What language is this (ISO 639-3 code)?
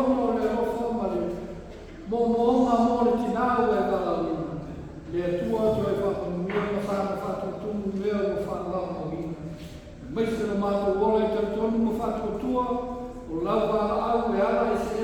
smo